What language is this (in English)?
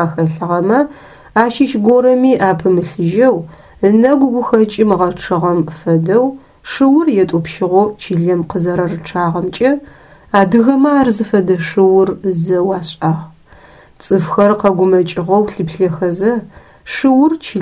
Adyghe